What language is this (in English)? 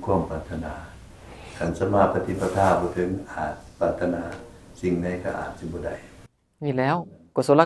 Northeastern Thai